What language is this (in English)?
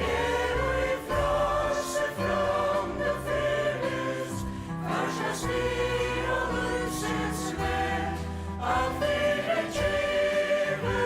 Faroese